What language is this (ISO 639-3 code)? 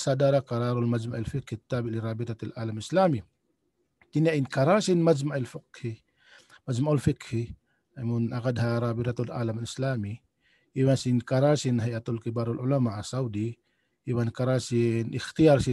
tsg